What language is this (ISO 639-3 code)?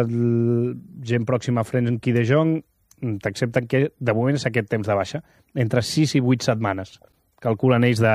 cat